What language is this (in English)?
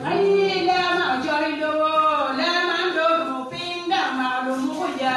Acoli